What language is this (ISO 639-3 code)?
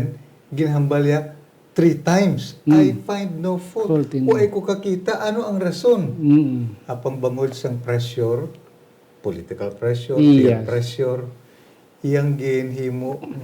hil